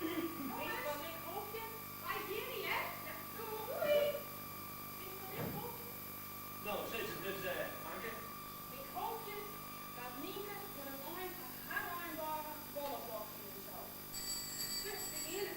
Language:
Western Frisian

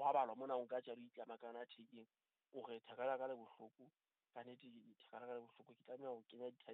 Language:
Southern Sotho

